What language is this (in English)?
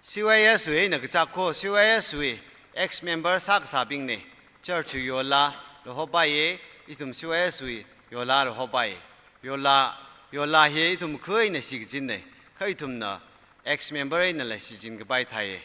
Tangkhul Naga (India)